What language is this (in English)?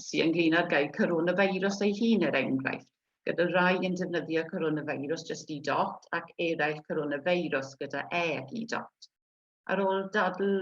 Welsh